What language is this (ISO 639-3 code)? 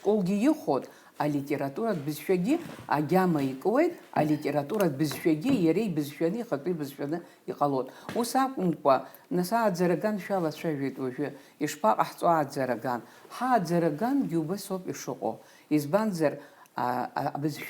abk